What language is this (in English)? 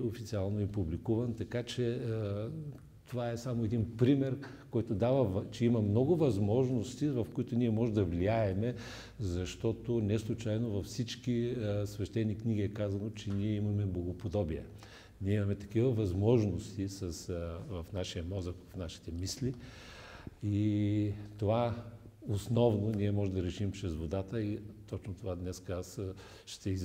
Bulgarian